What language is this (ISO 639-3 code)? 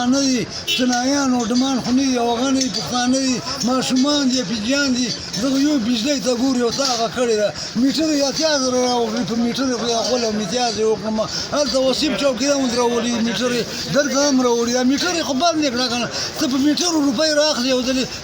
pus